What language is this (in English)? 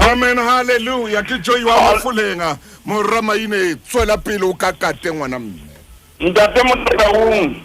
Southern Sotho